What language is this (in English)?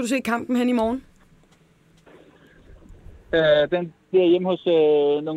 Danish